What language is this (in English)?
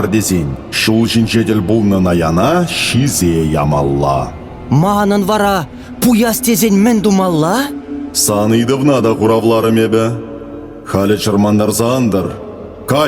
Chuvash